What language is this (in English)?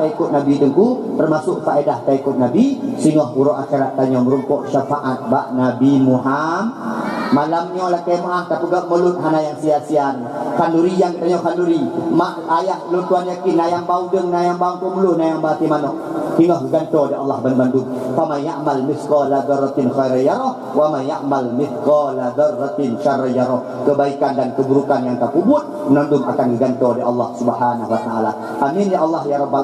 Achinese